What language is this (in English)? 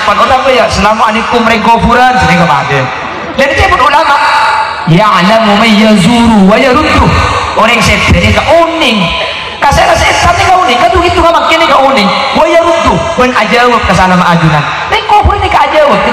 Madurese